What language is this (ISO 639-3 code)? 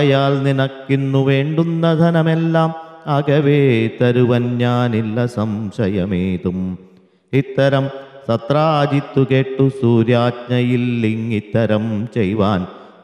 mal